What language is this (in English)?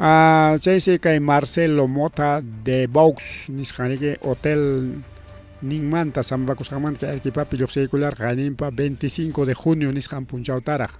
Ayacucho Quechua